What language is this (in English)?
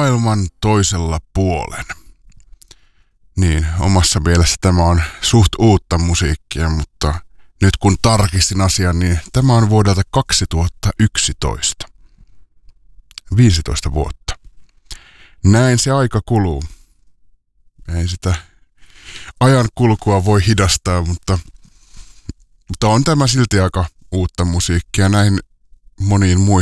Finnish